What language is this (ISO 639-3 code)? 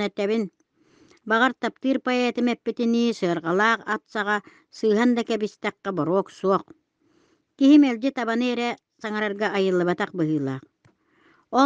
sah